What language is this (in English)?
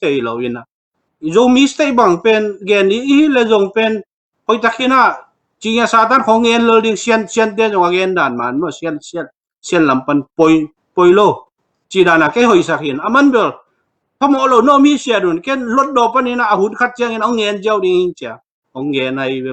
Tedim Chin